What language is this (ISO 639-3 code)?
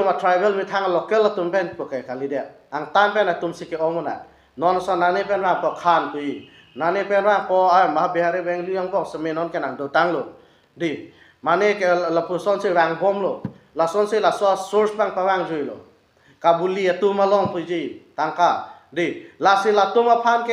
mjw